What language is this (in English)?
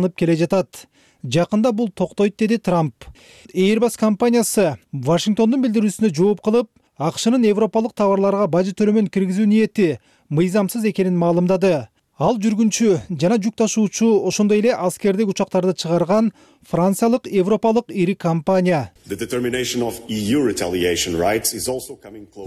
Kyrgyz